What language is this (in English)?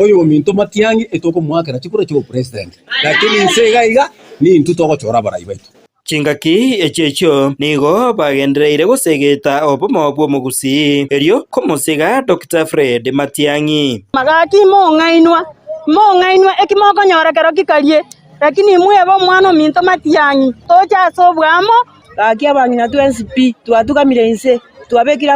Gusii